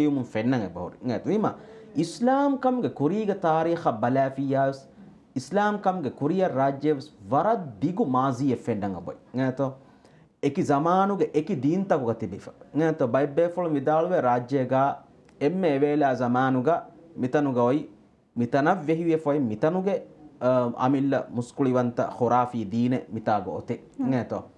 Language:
Divehi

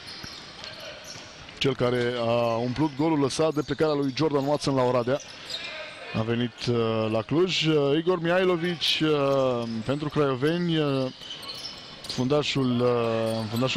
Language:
Romanian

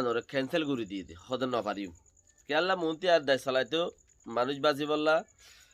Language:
Rohingya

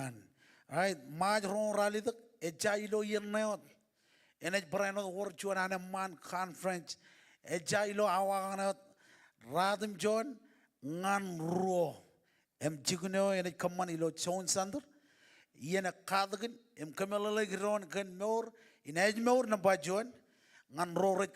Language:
Marshallese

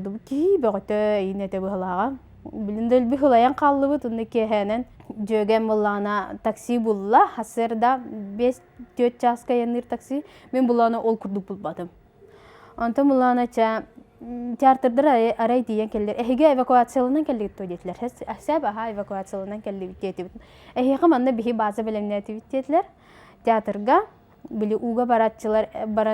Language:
Yakut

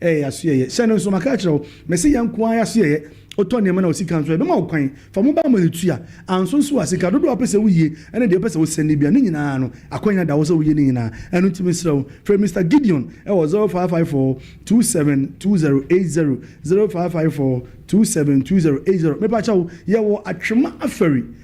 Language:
Akan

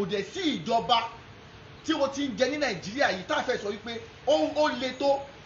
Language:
Yoruba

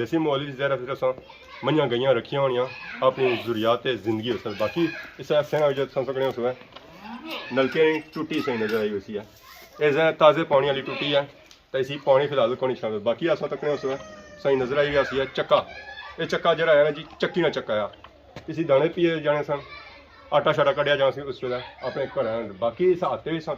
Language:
Pahari-Potwari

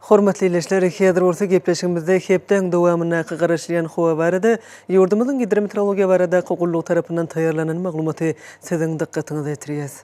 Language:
Turkmen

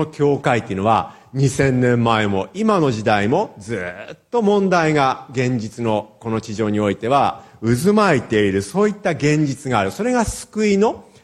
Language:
Japanese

